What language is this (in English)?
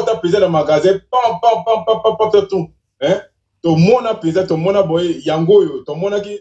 Lingala